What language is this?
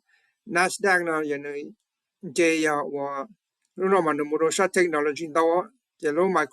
Hmong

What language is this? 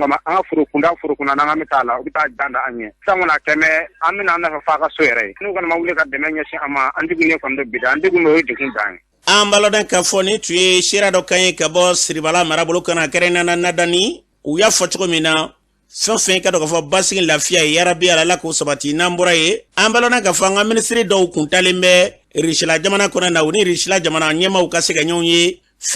Bambara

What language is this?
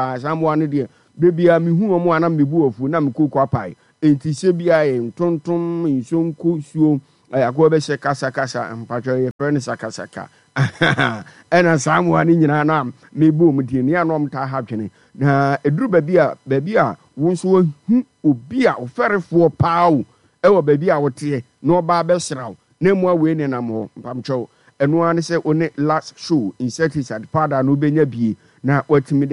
Akan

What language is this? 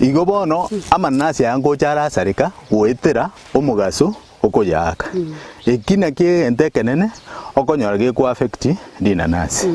Gusii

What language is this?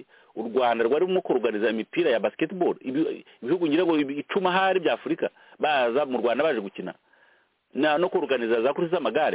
Kinyarwanda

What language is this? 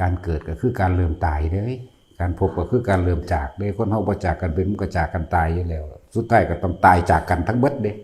Northeastern Thai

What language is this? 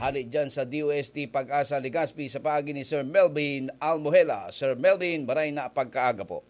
Bikol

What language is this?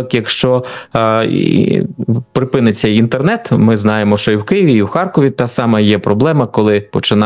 Ukrainian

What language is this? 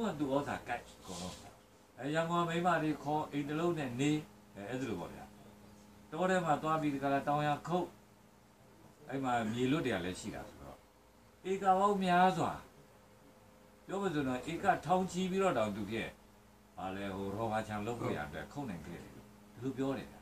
Burmese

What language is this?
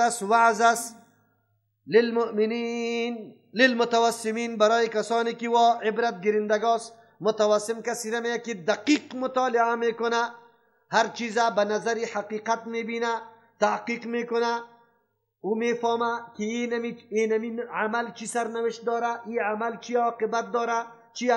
Persian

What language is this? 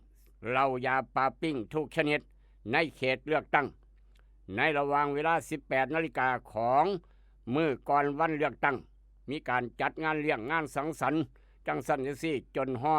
Lao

